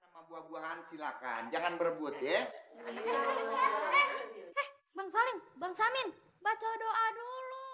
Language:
Betawi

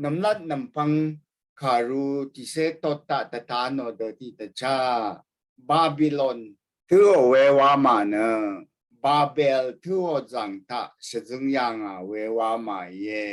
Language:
Rawang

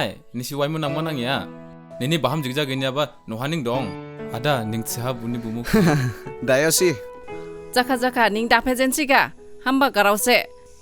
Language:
Dimasa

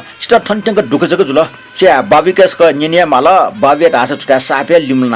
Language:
Newari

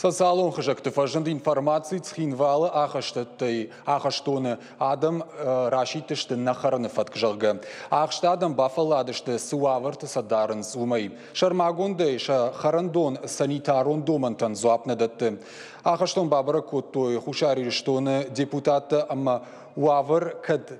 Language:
Ossetic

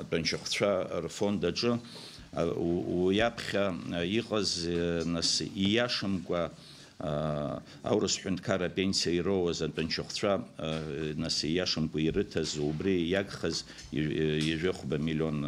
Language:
Abkhazian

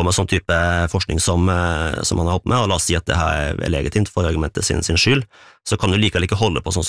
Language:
Norwegian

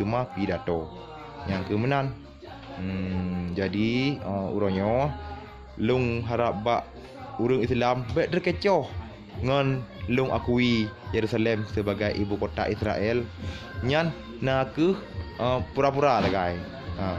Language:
Achinese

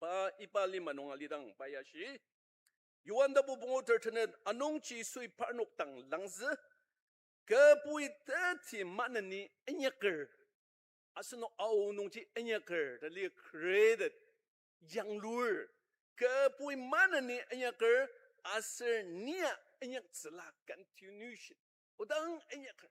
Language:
Ao Naga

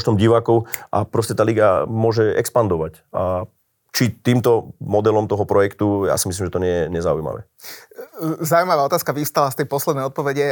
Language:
Slovak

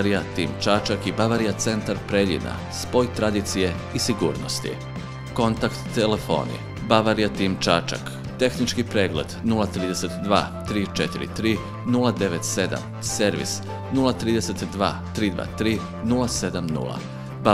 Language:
Serbian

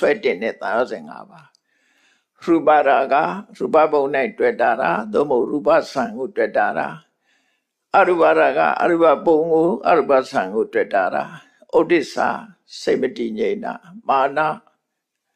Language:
Burmese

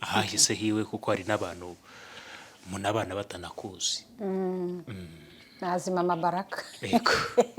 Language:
Kinyarwanda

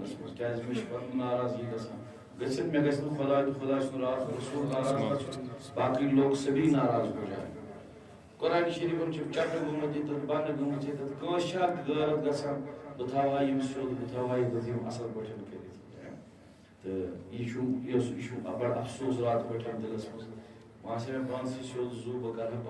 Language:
Kashmiri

